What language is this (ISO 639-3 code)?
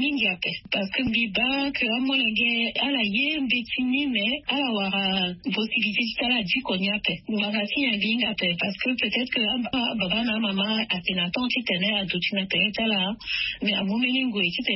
sag